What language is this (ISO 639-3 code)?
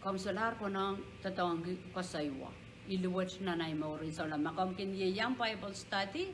pon